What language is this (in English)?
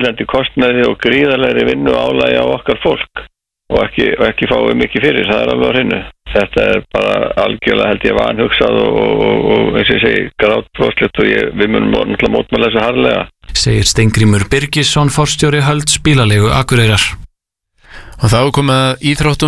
Icelandic